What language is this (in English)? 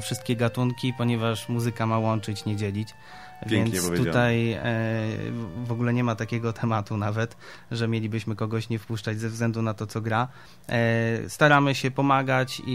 Polish